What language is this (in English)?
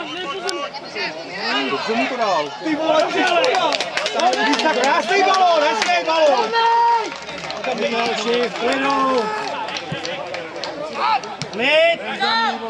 Czech